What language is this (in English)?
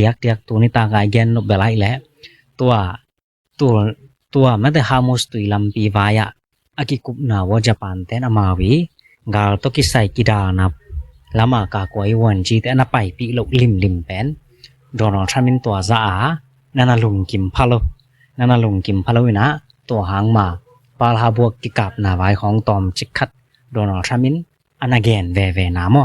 Tedim Chin